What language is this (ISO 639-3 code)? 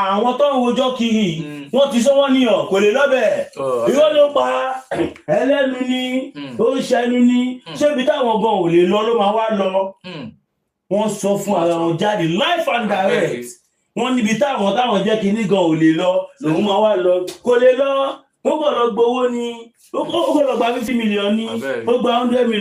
yor